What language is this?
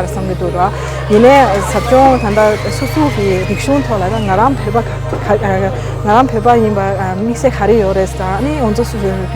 Tibetan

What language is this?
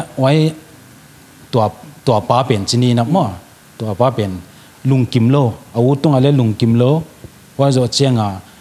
Paite Chin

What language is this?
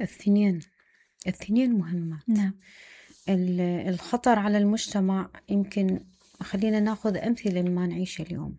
Mesopotamian Arabic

